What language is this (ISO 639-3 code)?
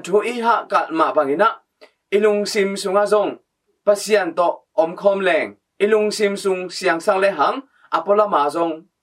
ctd